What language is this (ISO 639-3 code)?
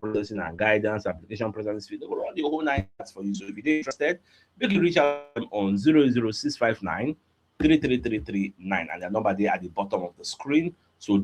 pcm